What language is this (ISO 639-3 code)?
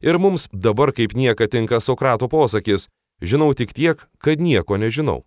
lit